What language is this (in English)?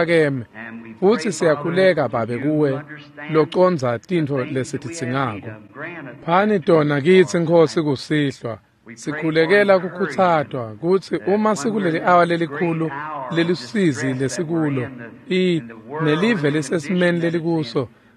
Swati